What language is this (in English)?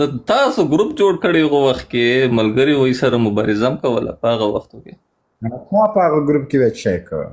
Pashto